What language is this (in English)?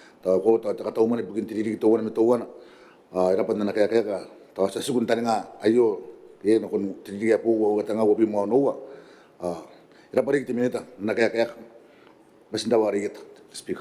Gilbertese